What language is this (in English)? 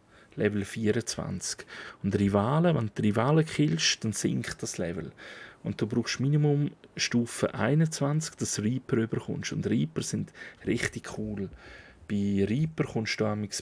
Swiss German